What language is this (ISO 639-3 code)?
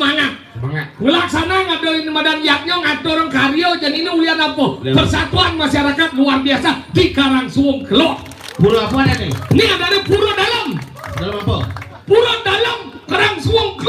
ban